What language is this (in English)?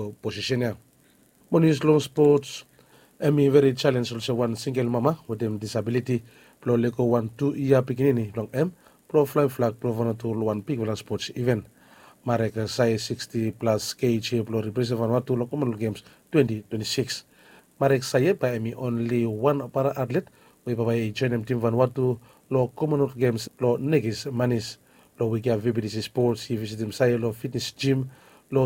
Bislama